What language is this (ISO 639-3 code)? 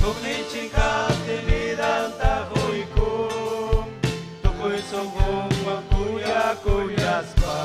quy